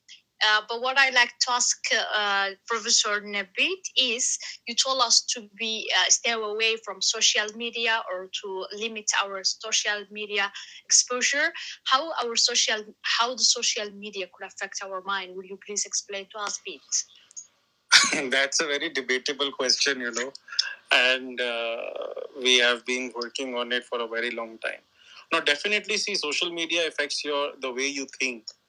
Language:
English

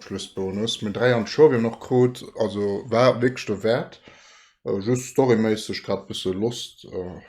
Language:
Luxembourgish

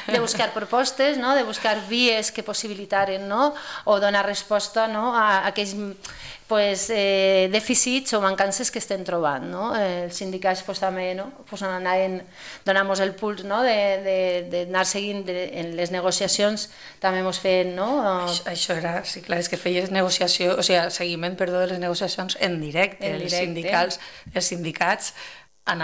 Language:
Catalan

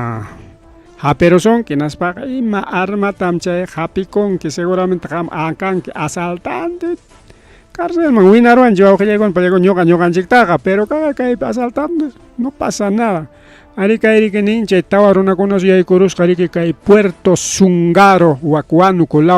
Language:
Ayacucho Quechua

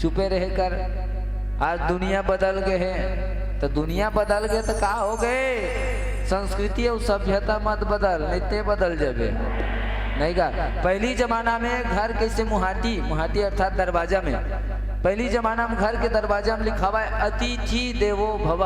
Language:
Chhattisgarhi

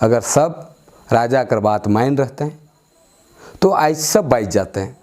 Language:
Sadri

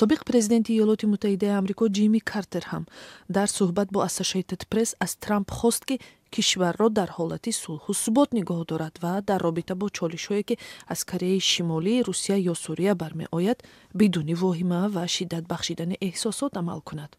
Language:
Tajik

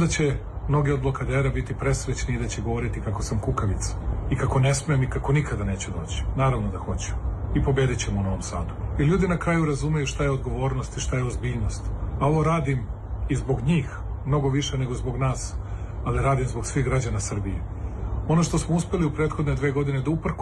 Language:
Serbian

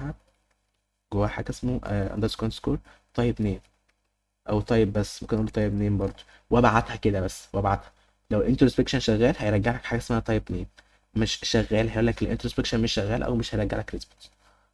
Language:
Egyptian Arabic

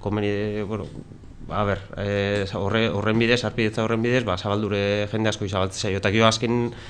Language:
Basque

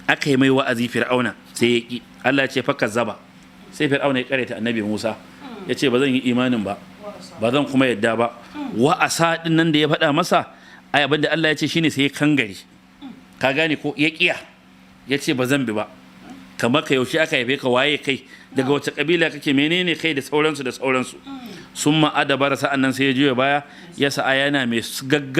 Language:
Hausa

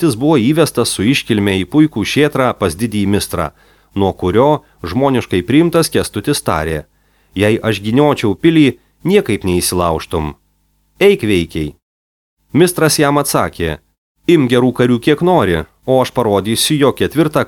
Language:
Lithuanian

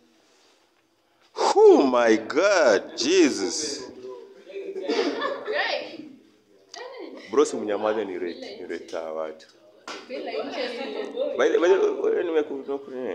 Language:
Swahili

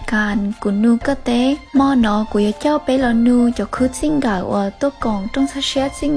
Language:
Hmong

